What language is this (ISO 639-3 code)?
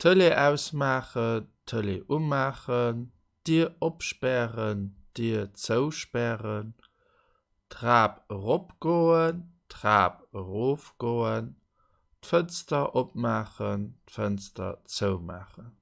ltz